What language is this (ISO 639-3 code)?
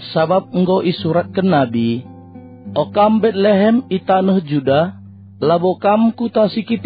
btx